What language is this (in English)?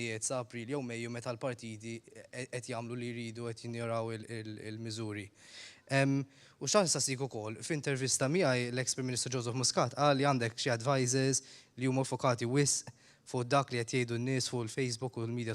Maltese